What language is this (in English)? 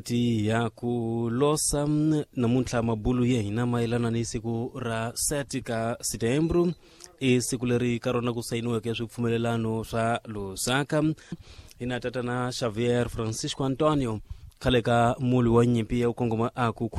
Tsonga